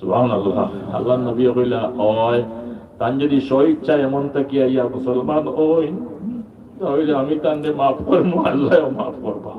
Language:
Sylheti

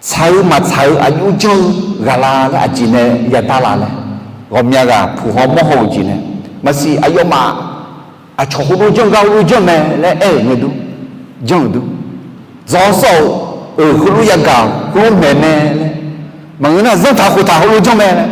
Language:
Akha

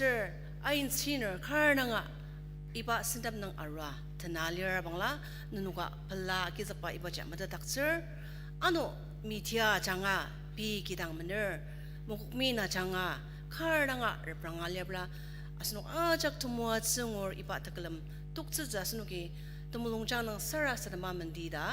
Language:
Ao Naga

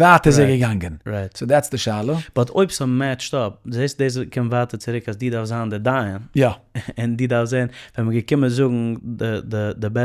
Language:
Yiddish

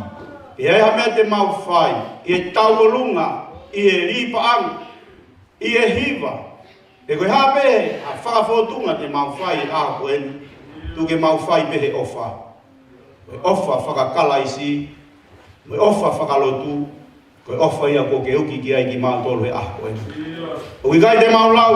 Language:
Tongan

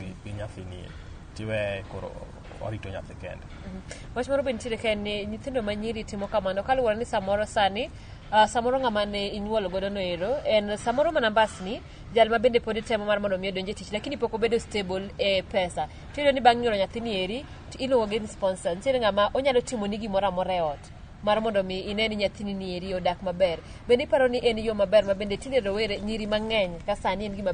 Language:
Luo (Kenya and Tanzania)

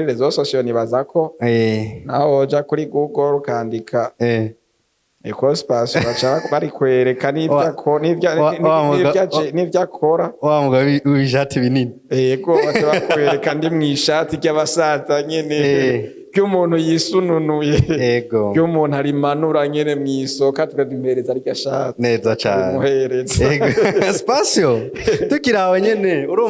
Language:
Rundi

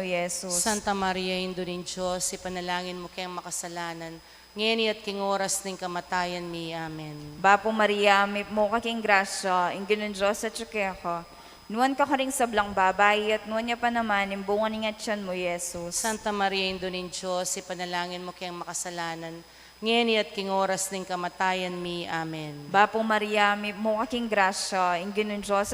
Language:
Pampanga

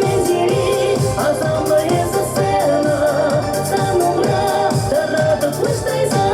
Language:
Chuvash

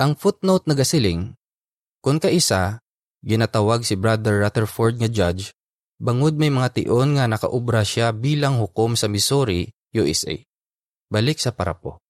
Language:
Hiligaynon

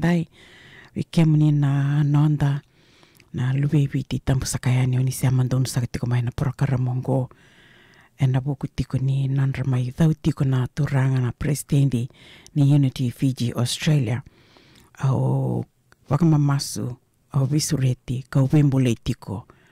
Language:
Fijian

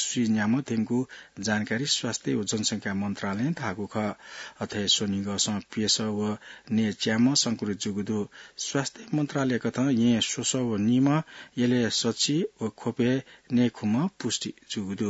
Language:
Newari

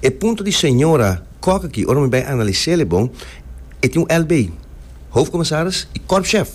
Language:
Papiamento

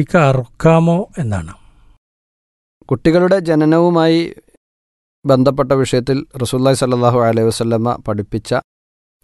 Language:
Malayalam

